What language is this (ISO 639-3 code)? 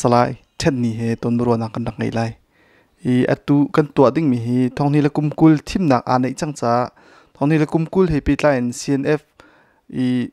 cnh